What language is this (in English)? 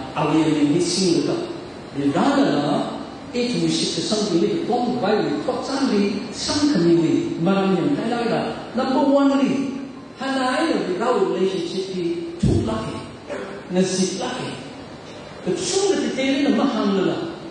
Tangkhul Naga (India)